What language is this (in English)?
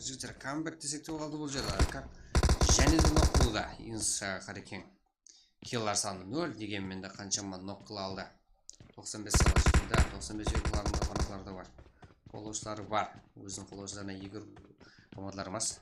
Kara-Kalpak